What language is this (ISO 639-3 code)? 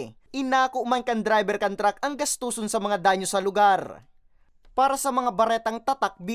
bik